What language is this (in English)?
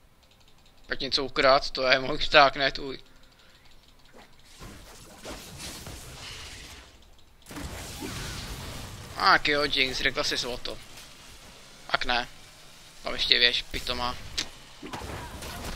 Czech